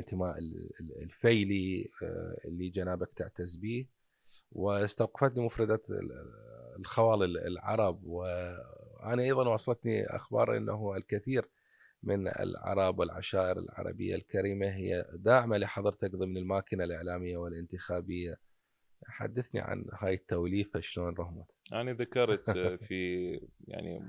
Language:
Mesopotamian Arabic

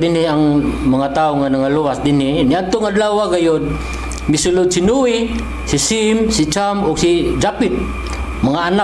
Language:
Cebuano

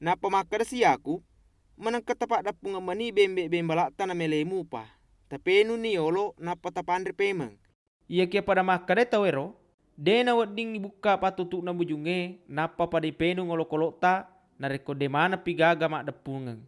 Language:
Buginese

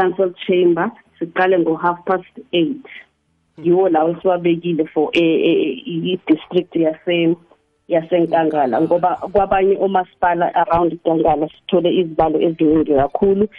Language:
South Ndebele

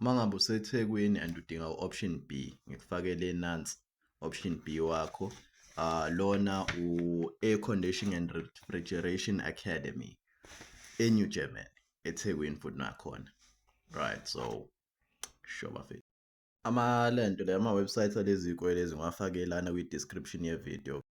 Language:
Zulu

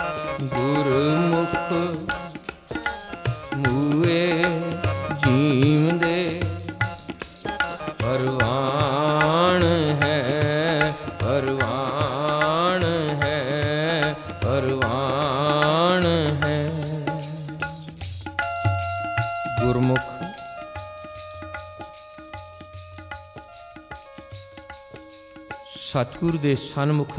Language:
Punjabi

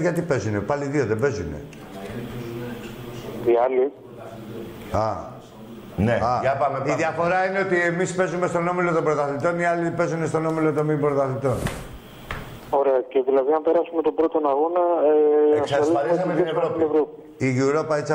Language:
Greek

